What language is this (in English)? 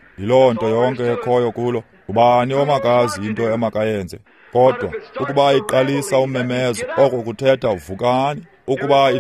Xhosa